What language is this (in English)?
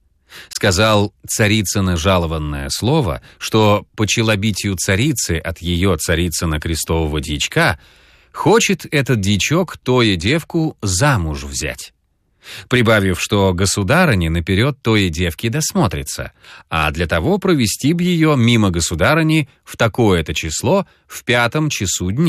Russian